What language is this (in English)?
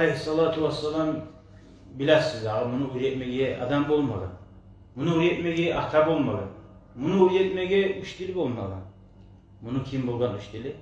Kumyk